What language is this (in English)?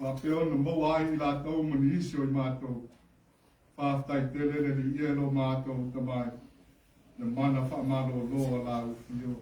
Samoan